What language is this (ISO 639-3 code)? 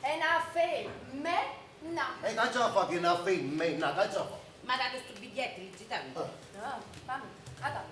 nap